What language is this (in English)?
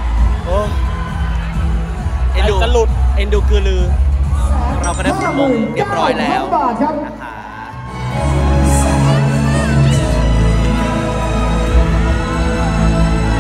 Thai